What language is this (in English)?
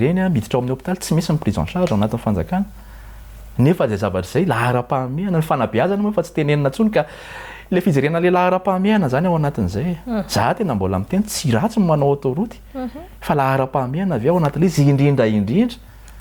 Malagasy